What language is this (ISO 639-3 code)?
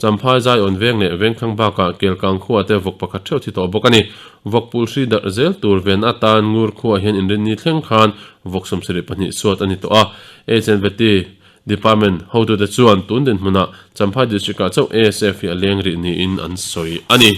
lus